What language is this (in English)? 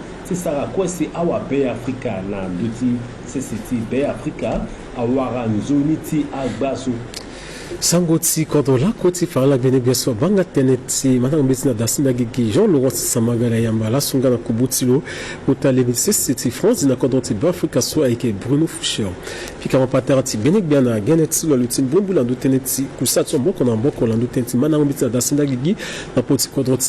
Sango